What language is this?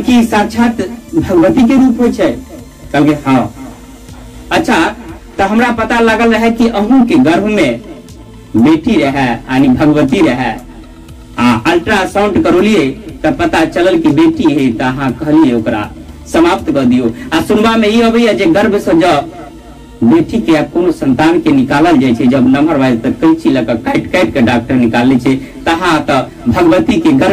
Maithili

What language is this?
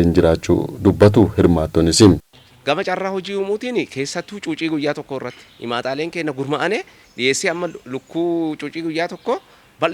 Oromo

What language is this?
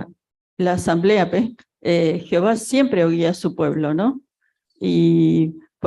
Guarani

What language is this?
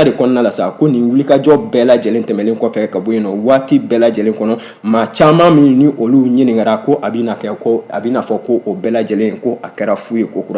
Bambara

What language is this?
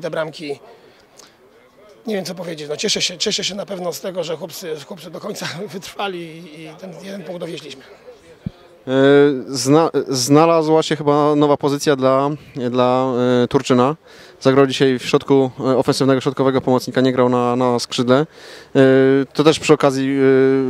Polish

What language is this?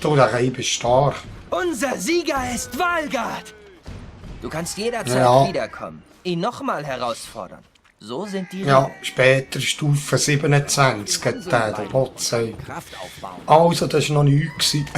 Swiss German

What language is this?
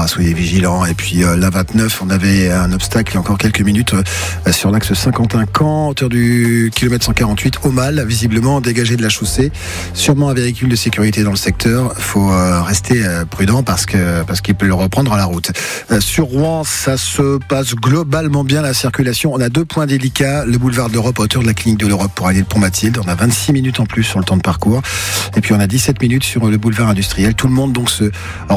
French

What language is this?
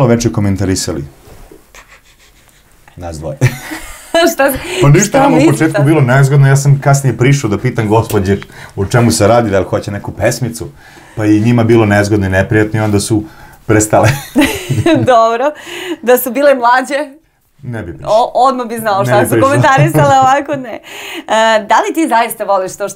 Serbian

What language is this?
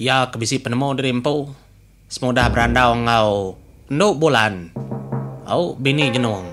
Iban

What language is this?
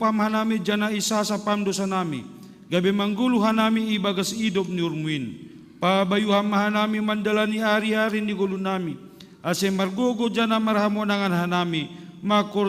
Batak Simalungun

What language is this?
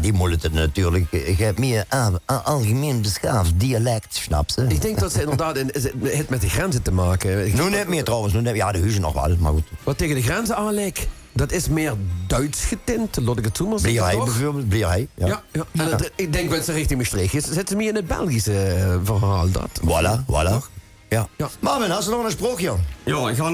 Limburgish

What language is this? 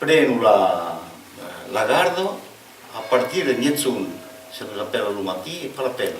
Occitan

